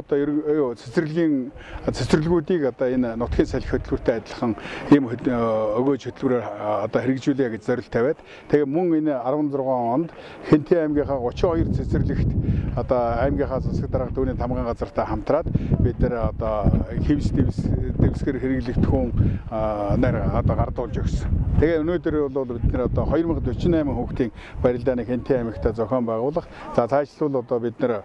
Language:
Mongolian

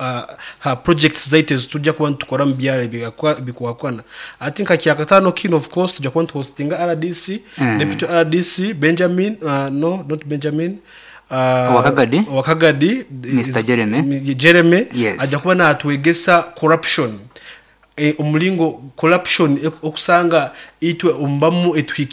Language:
Nyoro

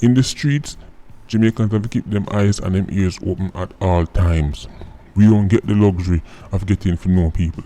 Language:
Jamaican Creole English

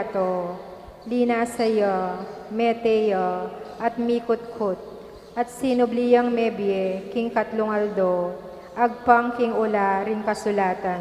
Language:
Pampanga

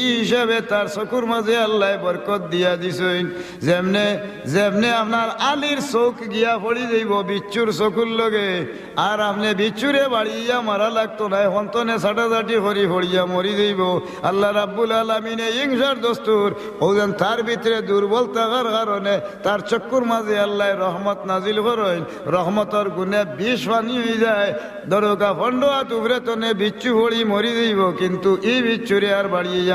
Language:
Sylheti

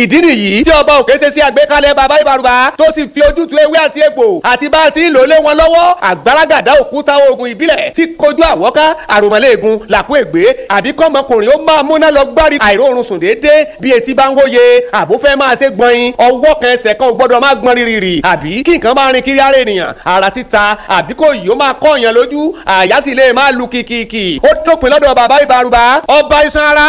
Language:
Yoruba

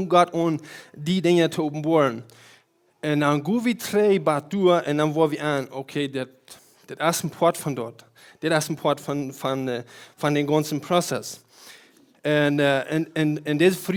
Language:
Plautdietsch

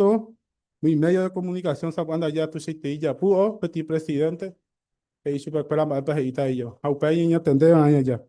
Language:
Guarani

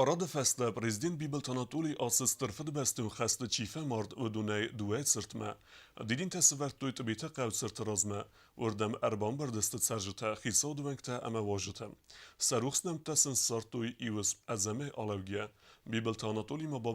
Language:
Ossetic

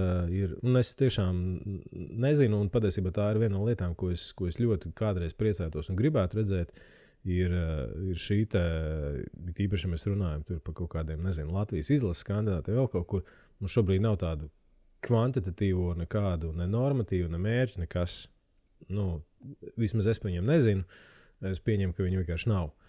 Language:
Latvian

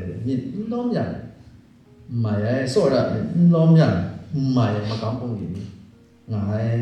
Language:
Kachin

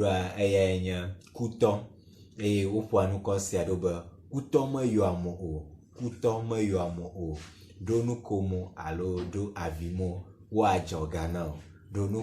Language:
Ewe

